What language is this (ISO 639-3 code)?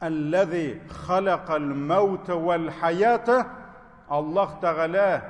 tat